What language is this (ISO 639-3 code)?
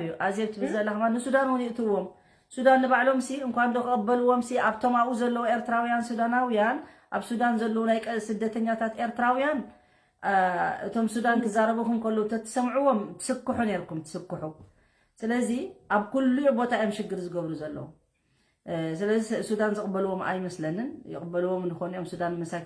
tir